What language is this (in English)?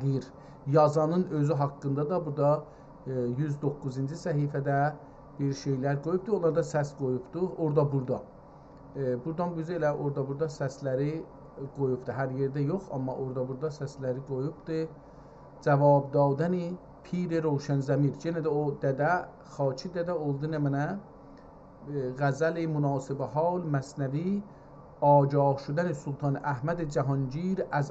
South Azerbaijani